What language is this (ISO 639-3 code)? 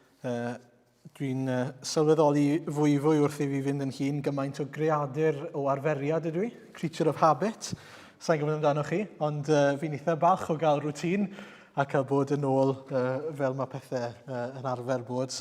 cym